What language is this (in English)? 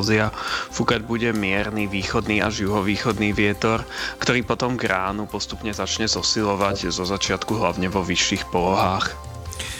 Slovak